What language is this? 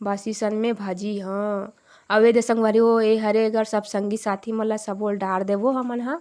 Chhattisgarhi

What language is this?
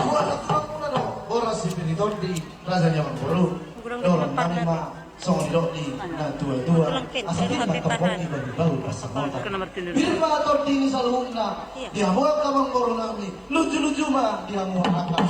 Batak Toba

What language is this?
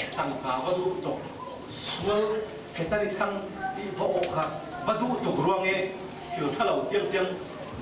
Falam Chin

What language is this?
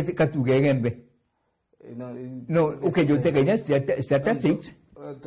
Meru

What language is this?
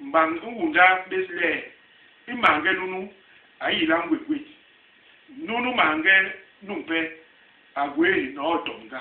Basaa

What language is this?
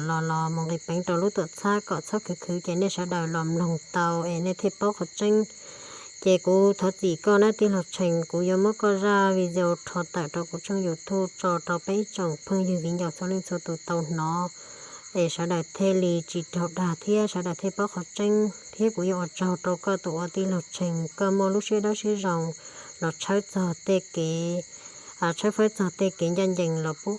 Hmong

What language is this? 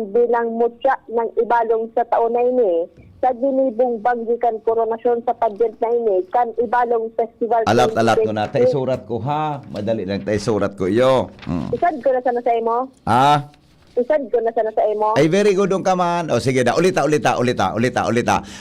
Bikol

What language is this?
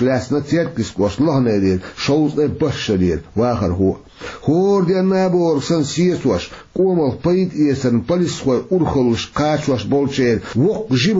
Chechen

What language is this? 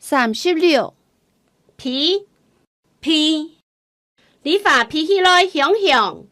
Hakka Chinese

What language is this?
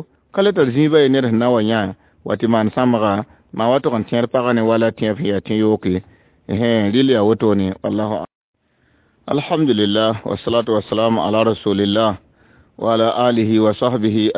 Mossi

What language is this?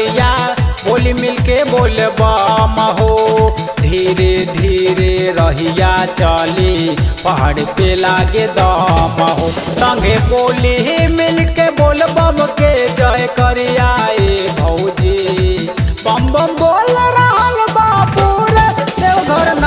Bhojpuri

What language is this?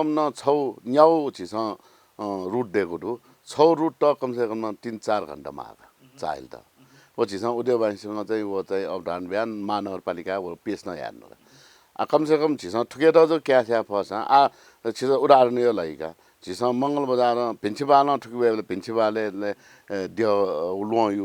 Newari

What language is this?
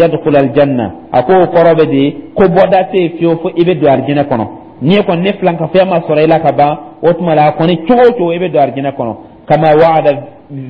Dyula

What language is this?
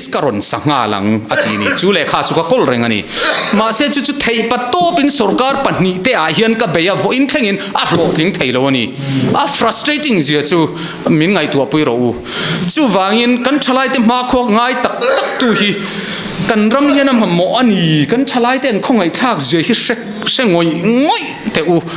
Mizo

